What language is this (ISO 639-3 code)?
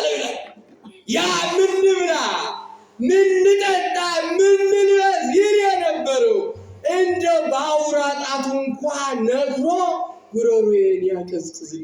amh